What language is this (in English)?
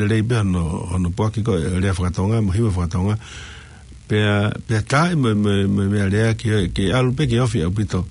Tongan